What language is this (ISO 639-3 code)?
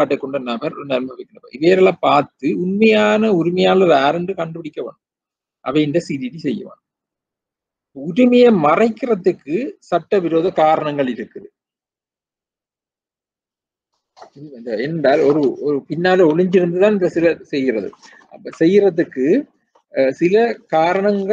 tam